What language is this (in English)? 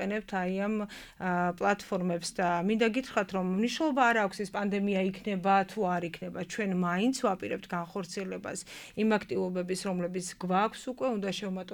Georgian